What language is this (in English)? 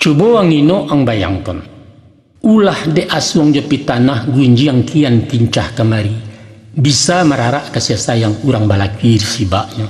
Minangkabau